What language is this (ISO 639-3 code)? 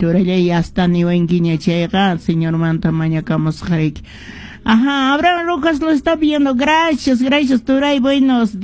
que